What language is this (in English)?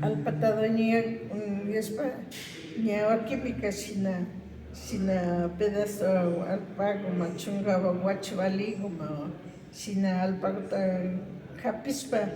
Imbabura Highland Quichua